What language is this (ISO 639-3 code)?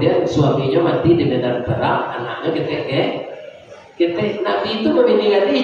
min